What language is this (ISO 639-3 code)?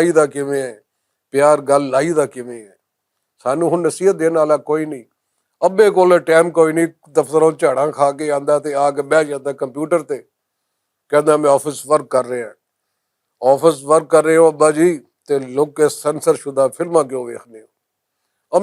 lah